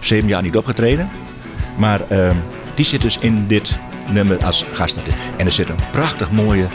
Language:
Western Frisian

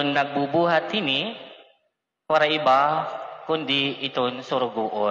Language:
Waray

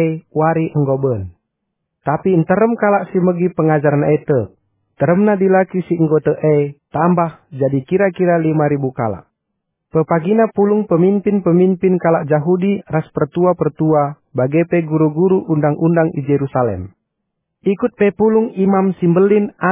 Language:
Batak Karo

